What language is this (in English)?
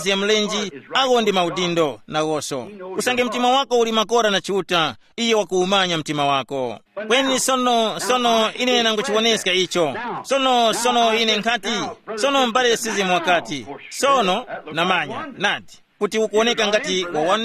Tumbuka